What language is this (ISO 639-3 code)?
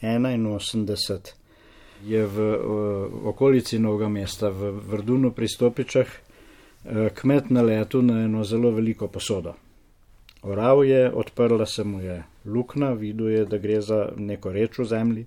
slv